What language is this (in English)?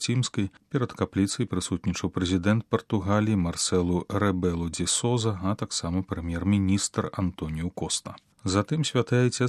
Belarusian